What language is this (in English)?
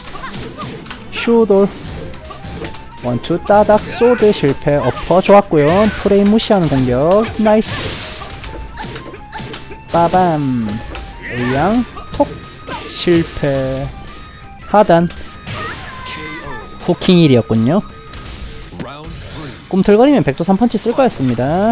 Korean